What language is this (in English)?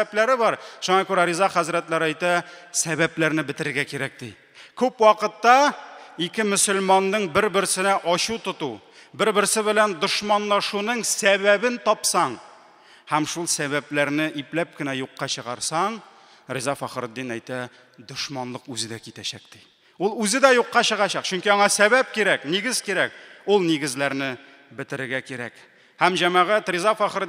Tatar